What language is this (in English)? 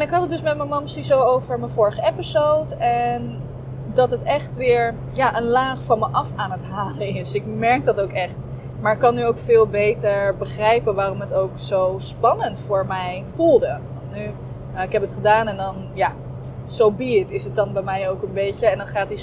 Dutch